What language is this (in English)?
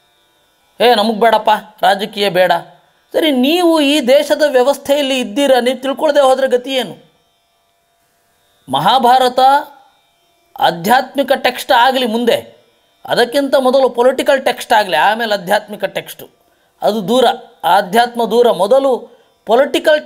Kannada